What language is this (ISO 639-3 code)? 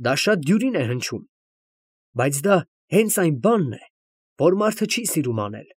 hye